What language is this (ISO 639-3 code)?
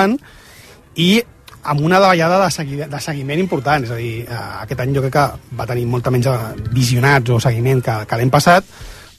cat